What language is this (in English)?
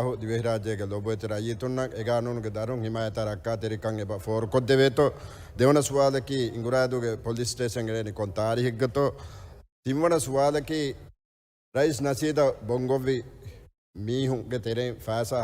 Divehi